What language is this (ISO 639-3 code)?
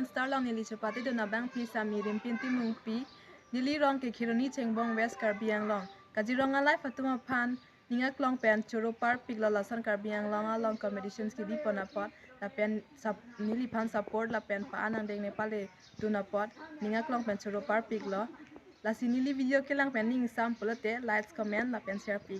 mjw